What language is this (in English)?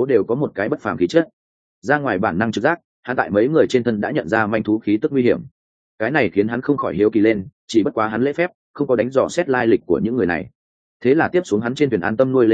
Vietnamese